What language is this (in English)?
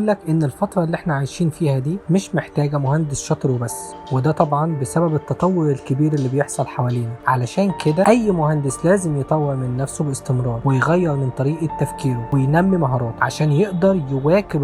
Egyptian Arabic